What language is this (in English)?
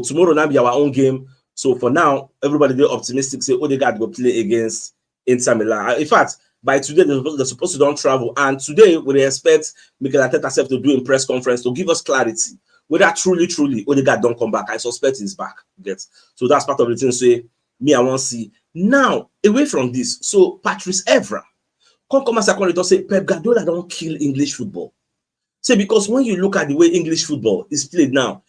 Nigerian Pidgin